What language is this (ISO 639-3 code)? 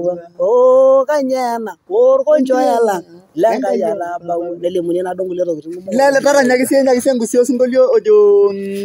mas